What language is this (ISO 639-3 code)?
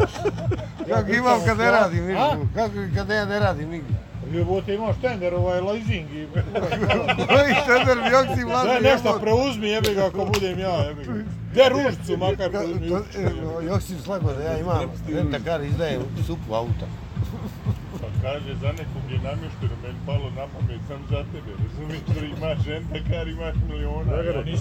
bos